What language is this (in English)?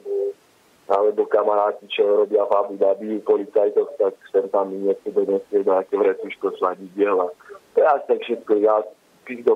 Slovak